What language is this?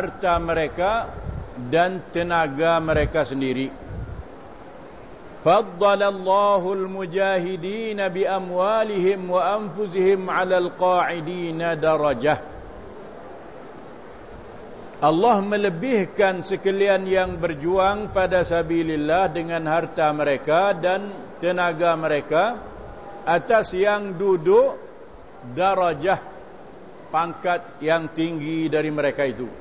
Malay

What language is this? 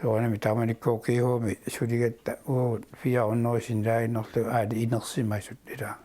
Kalaallisut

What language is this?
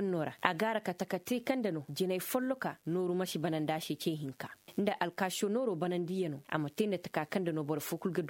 Koyraboro Senni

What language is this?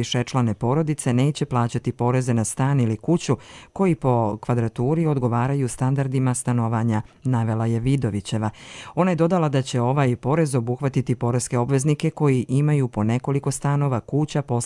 Croatian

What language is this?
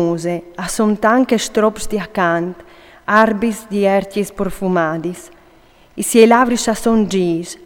Friulian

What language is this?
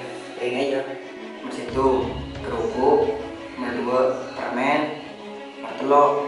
Madurese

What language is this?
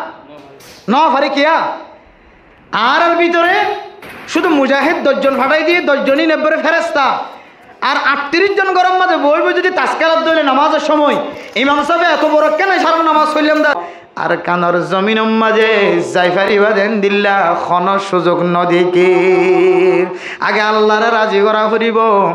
Rohingya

